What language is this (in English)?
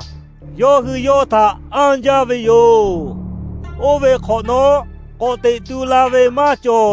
Lahu